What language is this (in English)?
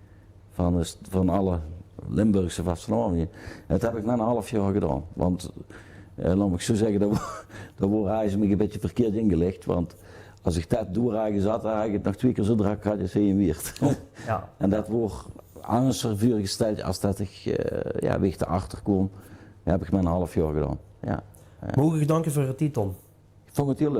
Limburgish